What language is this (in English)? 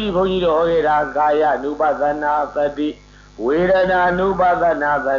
Burmese